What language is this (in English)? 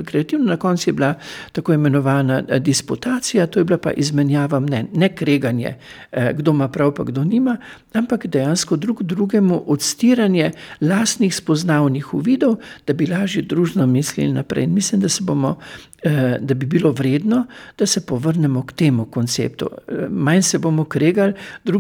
Slovenian